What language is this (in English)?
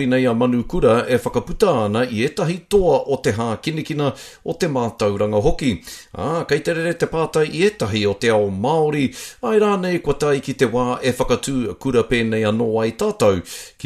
Māori